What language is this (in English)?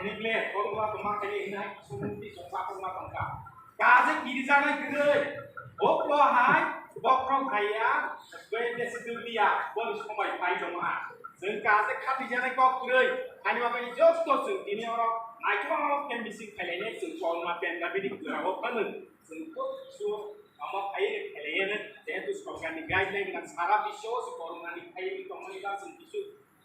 Kok Borok